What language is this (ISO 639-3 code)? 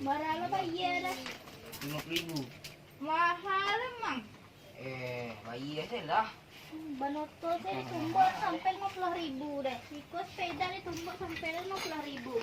min